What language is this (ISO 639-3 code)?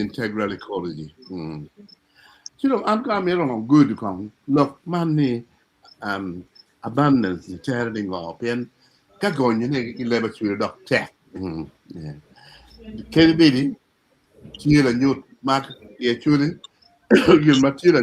ach